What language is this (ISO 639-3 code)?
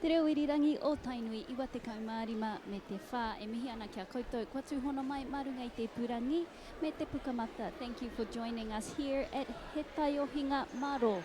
mri